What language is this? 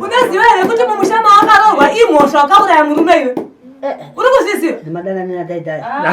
Shona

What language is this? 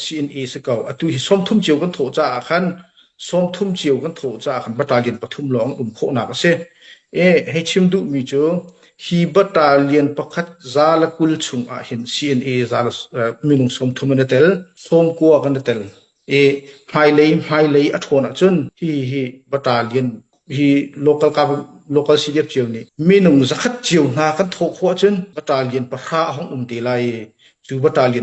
Hakha Chin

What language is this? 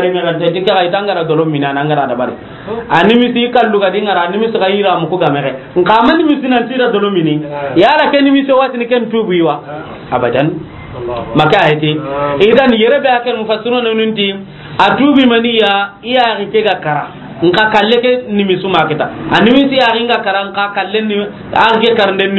Soninke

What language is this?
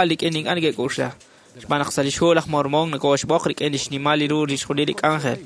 Kekchí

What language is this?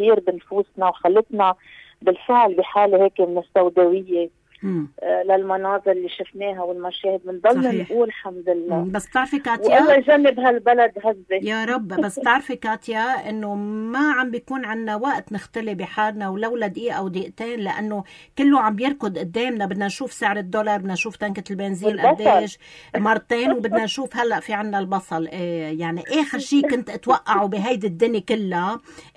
North Levantine Arabic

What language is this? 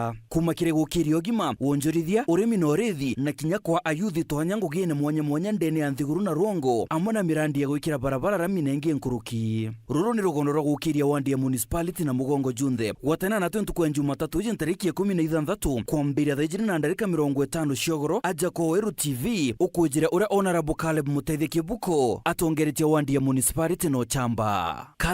Meru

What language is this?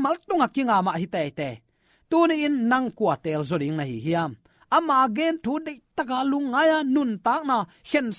Tedim Chin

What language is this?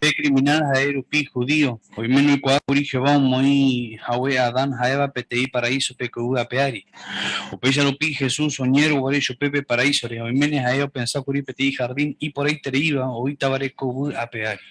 Guarani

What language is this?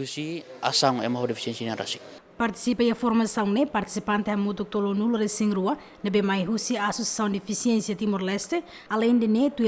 Tetum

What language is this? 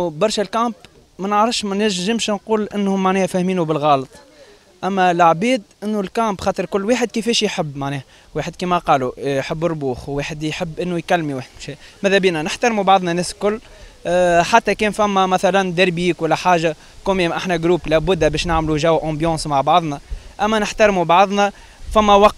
Tunisian Arabic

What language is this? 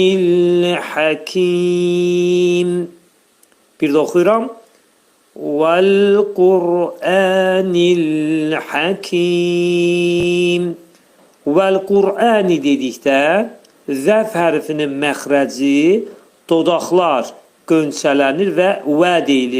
Azerbaijani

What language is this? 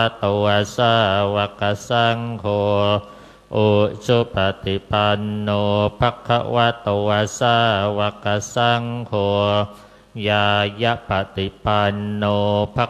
Pali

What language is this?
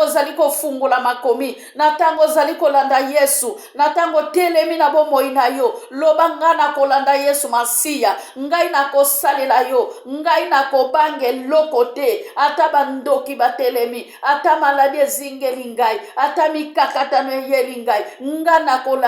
Lingala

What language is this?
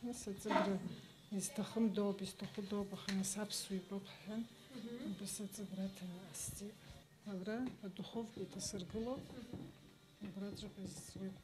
Abkhazian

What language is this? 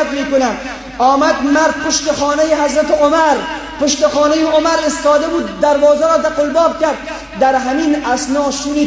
Tajik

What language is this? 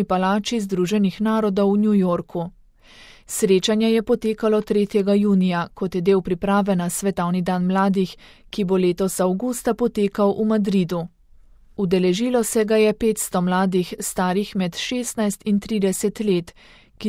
Slovenian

